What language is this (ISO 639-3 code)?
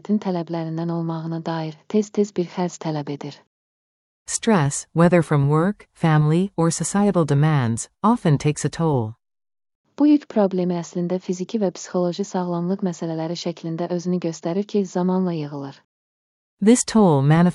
aze